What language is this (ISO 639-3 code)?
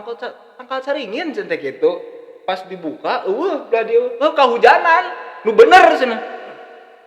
sun